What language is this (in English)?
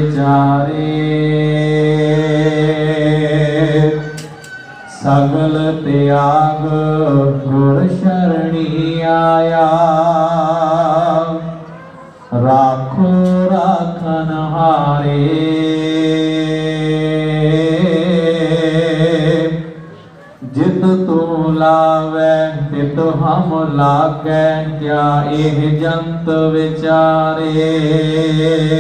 Punjabi